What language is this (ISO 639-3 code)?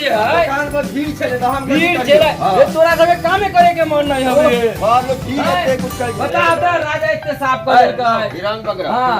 mai